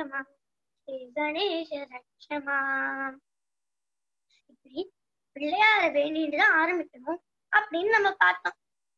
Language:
Tamil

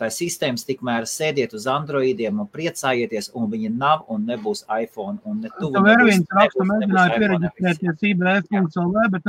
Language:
Latvian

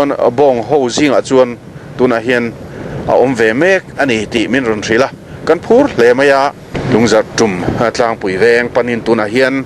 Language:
Mizo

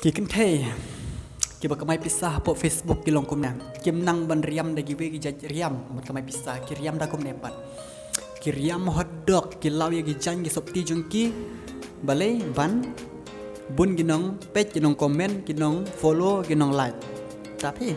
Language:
Khasi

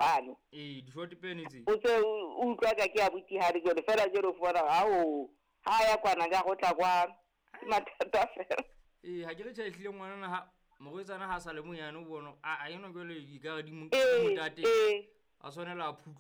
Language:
Southern Sotho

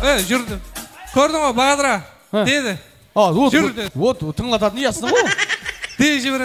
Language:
Kara-Kalpak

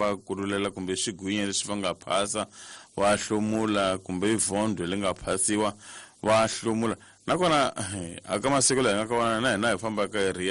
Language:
Tsonga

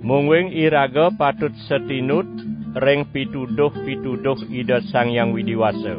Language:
Balinese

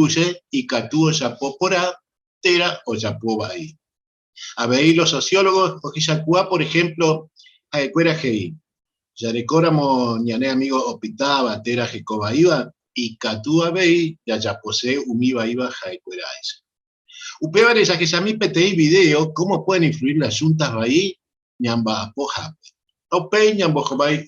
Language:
Guarani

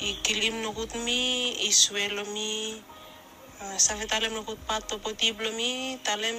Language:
Bislama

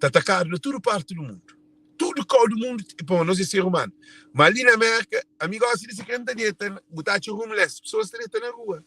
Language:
Kabuverdianu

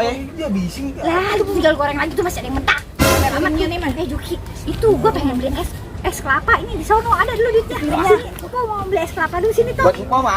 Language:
Betawi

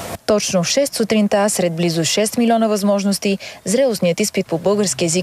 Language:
Bulgarian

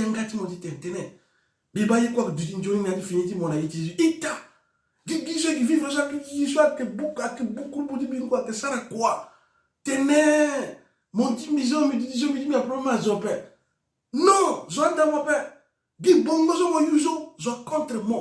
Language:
Sango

